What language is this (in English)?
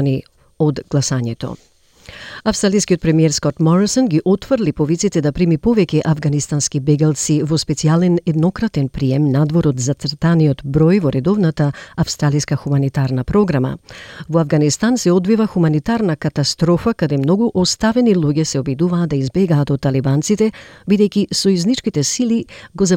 Macedonian